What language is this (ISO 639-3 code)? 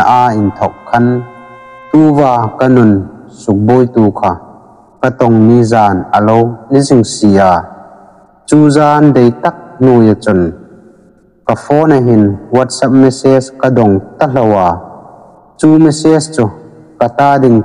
hmr